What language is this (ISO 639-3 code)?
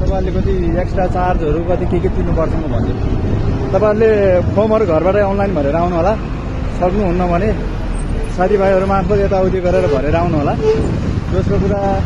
nep